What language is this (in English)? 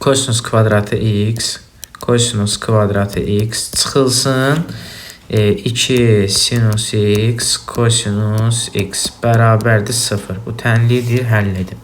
Azerbaijani